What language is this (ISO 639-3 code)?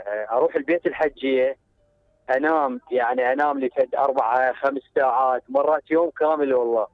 acm